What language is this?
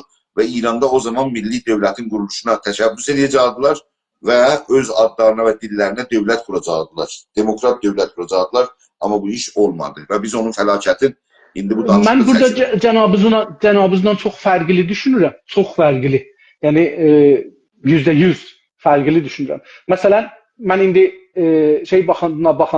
South Azerbaijani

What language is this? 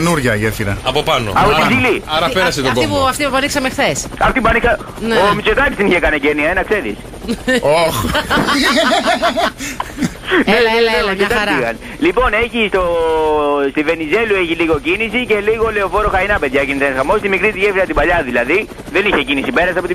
Greek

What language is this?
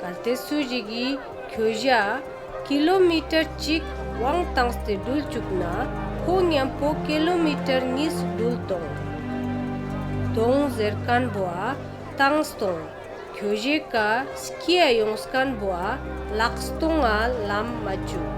Ladakhi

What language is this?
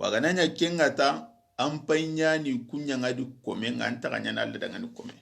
Soninke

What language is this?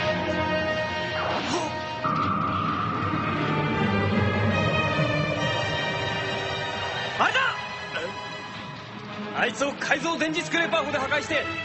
Japanese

